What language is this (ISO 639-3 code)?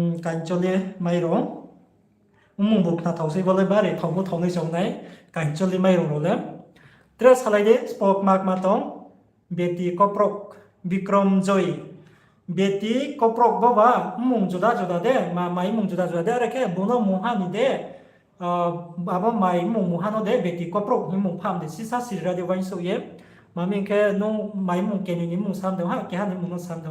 ria